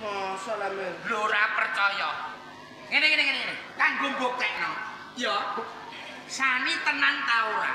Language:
Javanese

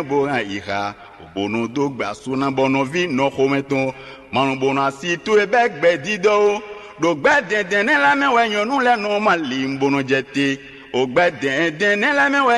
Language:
Fon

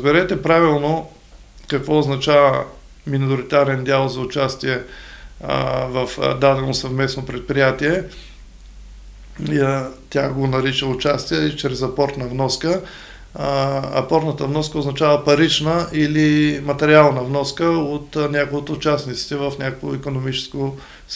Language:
Bulgarian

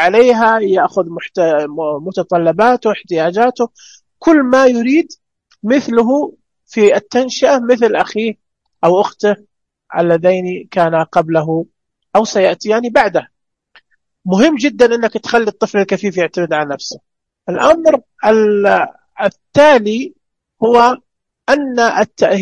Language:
Najdi Arabic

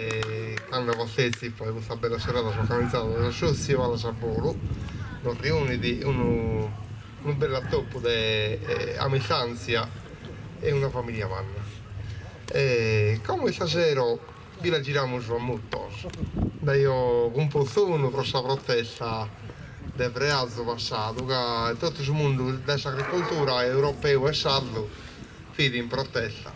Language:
Sardinian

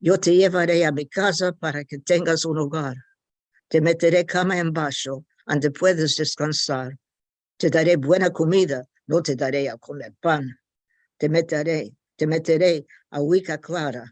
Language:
Ladino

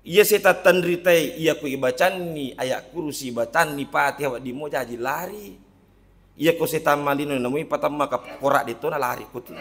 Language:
Buginese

